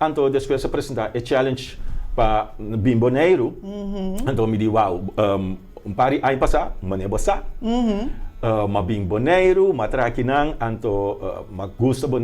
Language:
Papiamento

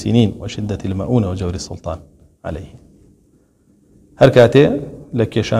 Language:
Central Kurdish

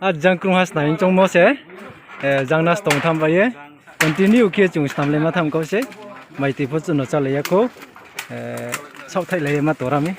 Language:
Riang (India)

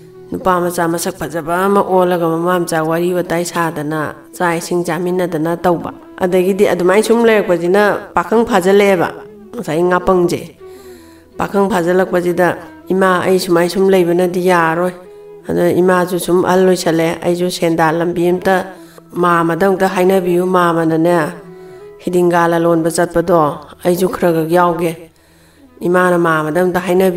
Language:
Manipuri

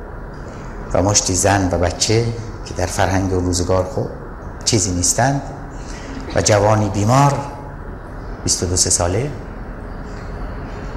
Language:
Persian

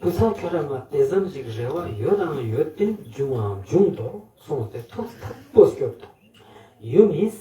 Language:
Ladakhi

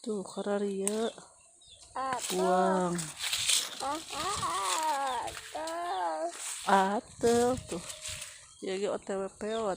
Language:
Sundanese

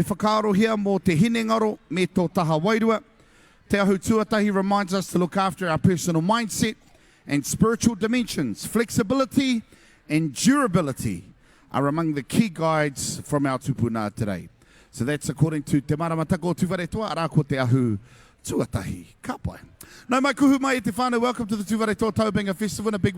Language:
Māori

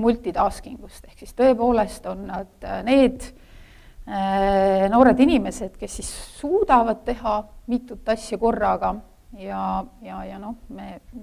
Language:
Estonian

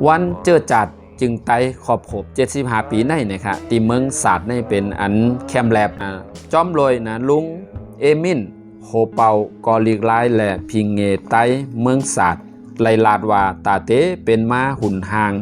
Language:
Shan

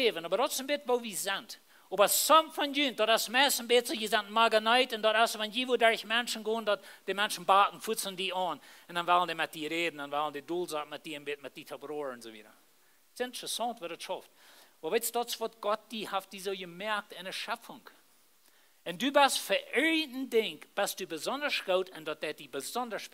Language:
Plautdietsch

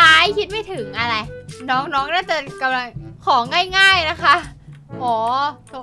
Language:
Thai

